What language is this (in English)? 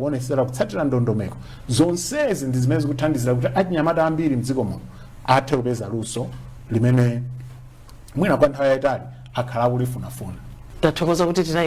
Nyanja